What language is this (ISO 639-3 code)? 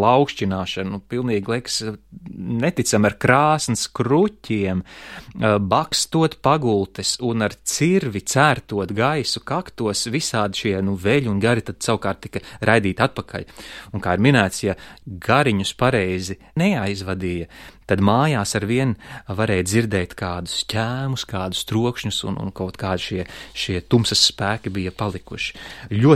lav